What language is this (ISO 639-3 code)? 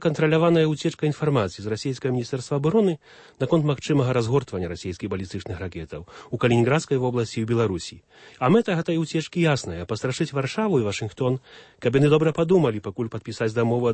bel